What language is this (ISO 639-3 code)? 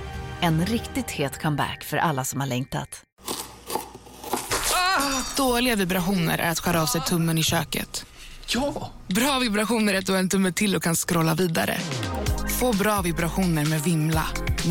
swe